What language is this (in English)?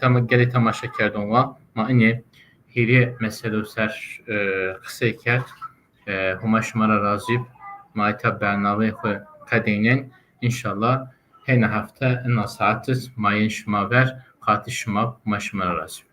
Zaza